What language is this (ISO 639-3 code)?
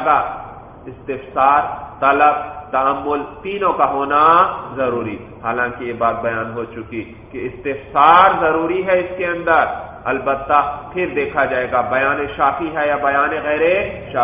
urd